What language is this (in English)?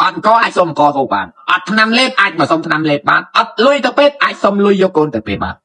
Khmer